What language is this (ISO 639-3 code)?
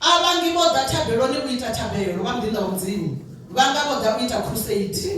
ven